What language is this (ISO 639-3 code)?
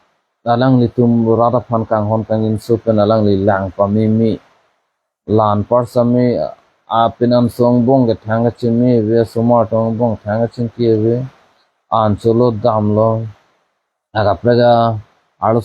mjw